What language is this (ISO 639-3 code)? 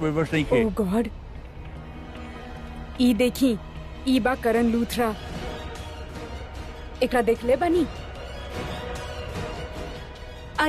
bho